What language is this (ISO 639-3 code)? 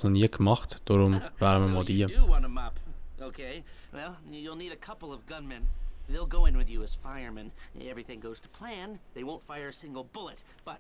gsw